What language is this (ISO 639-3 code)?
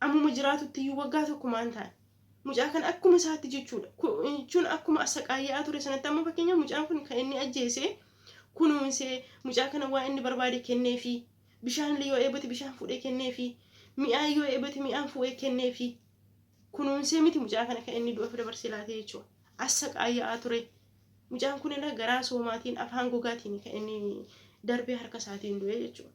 orm